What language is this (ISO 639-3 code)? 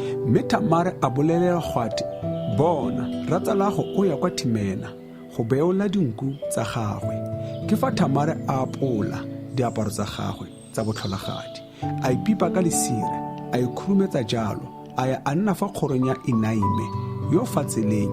tsn